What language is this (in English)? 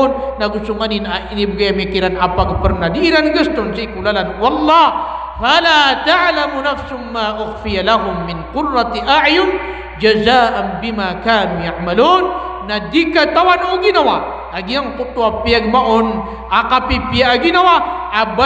Maranao